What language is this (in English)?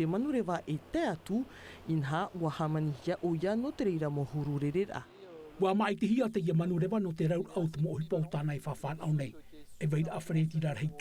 Tahitian